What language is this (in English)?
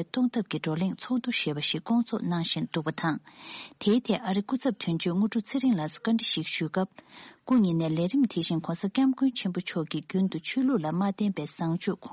Tibetan